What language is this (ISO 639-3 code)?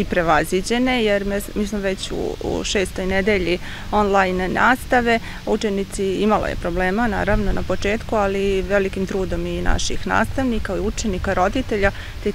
srp